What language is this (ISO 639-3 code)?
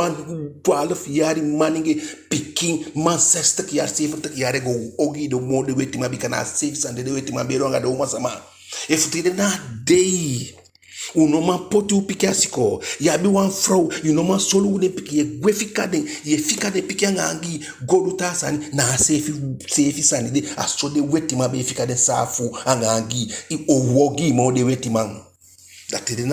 djk